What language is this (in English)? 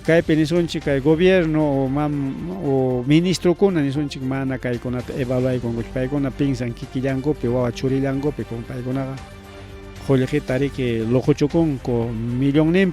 Ayacucho Quechua